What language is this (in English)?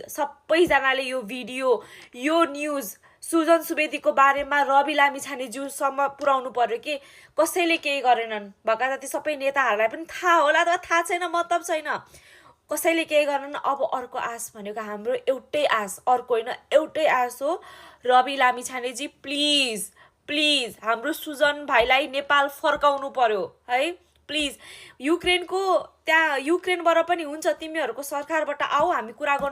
Nepali